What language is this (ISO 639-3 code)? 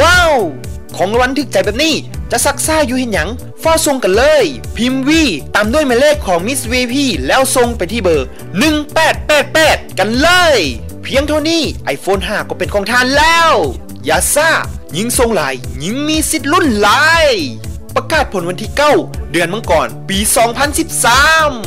lao